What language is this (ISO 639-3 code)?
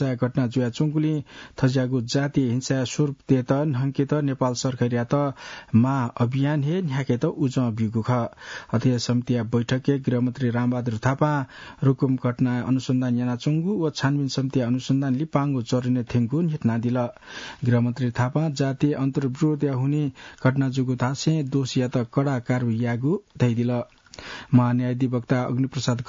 new